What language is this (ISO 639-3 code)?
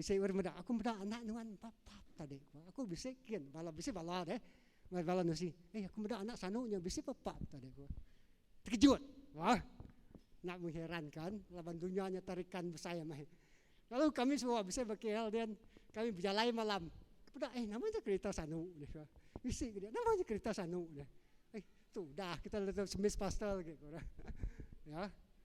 iba